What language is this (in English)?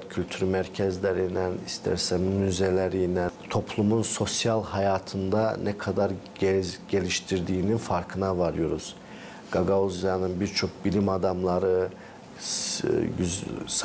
Gagauz